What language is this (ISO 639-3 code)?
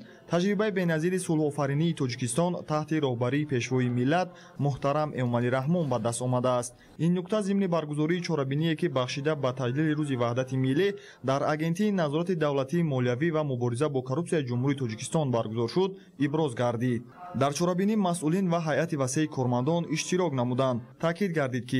tgk